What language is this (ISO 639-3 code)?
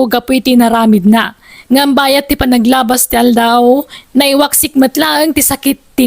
ilo